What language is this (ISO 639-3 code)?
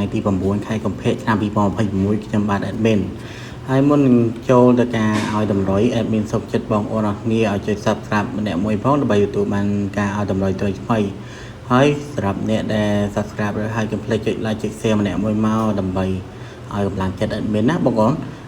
khm